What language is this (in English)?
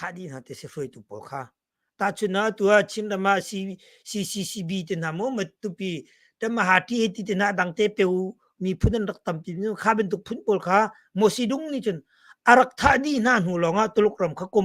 Hakha Chin